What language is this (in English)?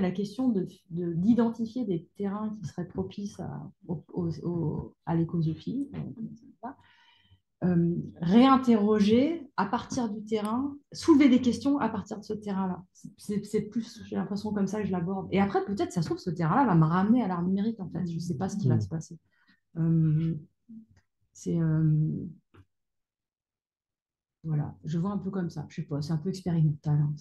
French